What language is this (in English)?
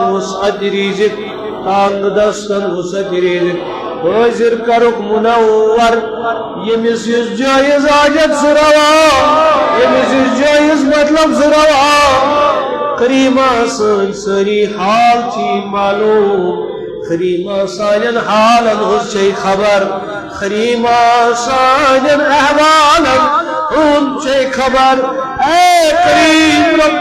Kashmiri